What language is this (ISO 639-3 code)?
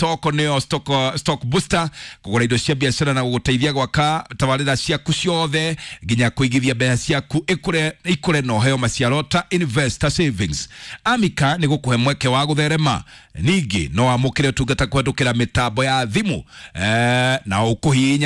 kik